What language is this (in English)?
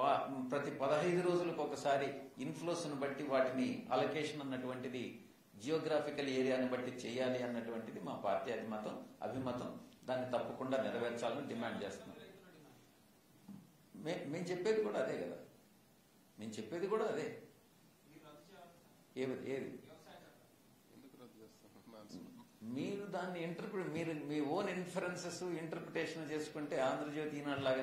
Telugu